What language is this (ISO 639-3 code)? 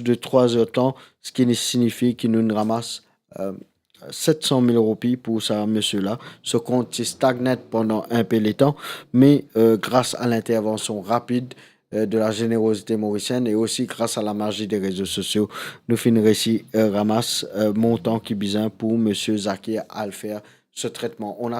mfe